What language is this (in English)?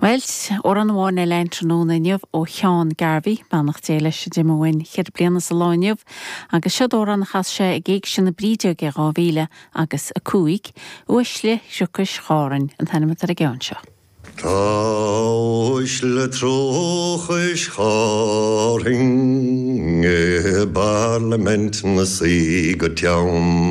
Irish